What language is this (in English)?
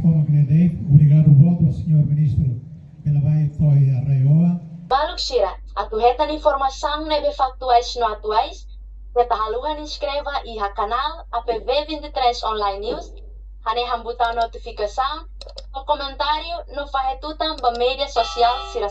Tetum